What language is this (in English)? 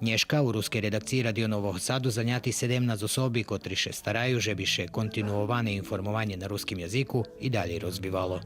Rusyn